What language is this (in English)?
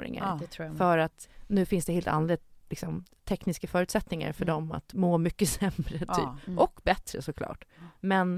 Swedish